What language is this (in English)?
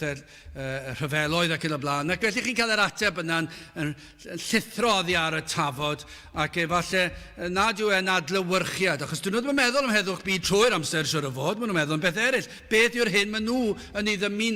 Welsh